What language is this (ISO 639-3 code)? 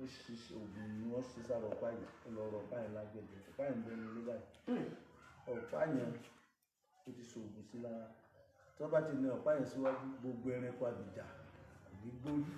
yor